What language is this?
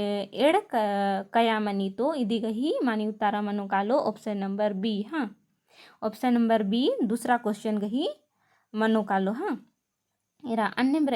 Kurukh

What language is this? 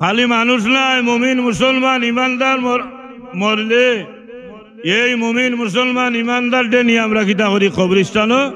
Sylheti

